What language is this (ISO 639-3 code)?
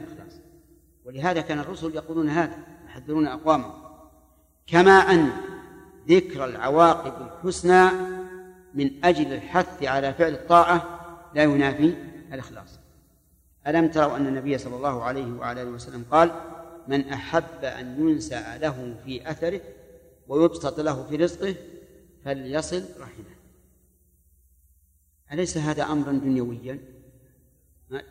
ara